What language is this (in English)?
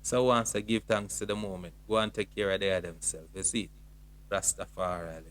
Jamaican Creole English